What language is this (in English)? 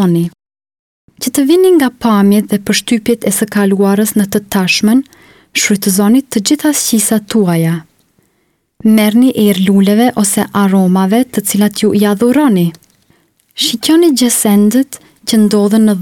Albanian